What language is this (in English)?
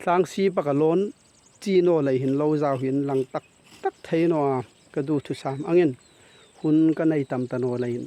Hmar